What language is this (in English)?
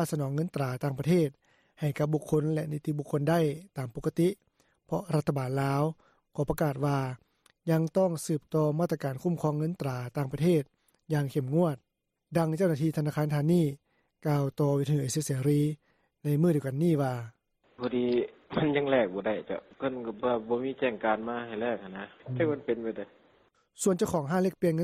Lao